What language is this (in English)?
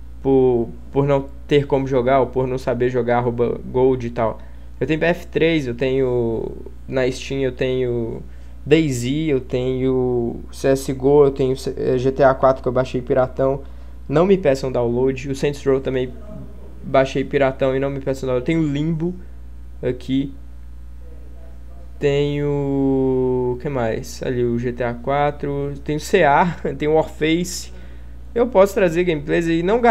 Portuguese